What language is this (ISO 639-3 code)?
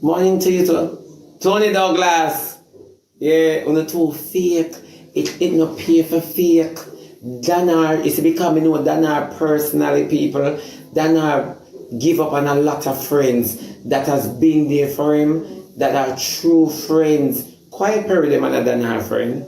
jam